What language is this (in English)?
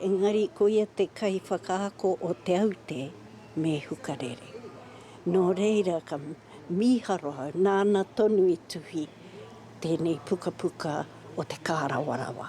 Māori